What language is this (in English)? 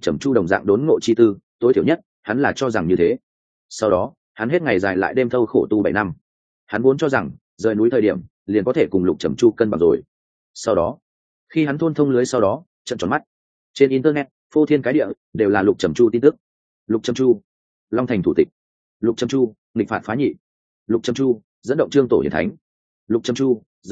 Vietnamese